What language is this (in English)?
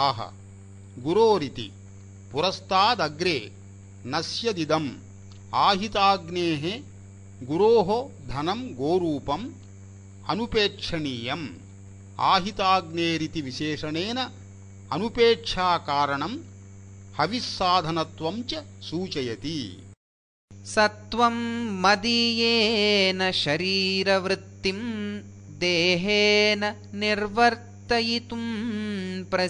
Sanskrit